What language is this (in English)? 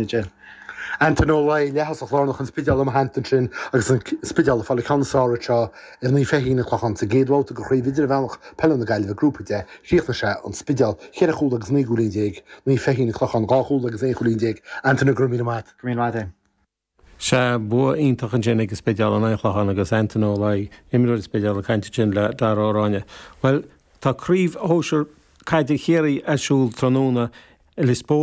Irish